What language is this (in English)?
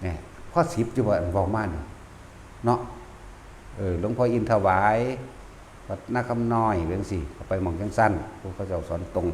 Northeastern Thai